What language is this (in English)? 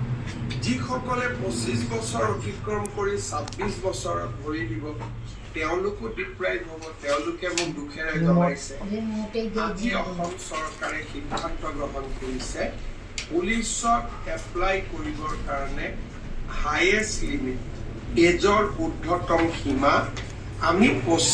Assamese